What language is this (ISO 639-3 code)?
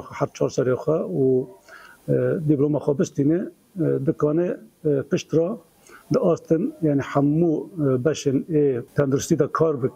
kur